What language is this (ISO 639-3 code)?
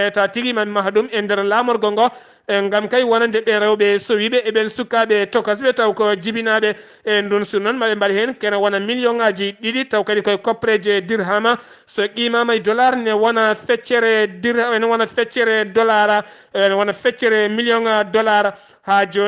ful